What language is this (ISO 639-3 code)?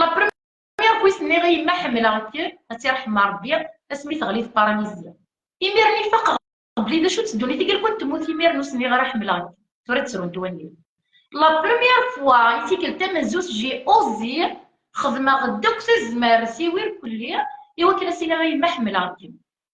kab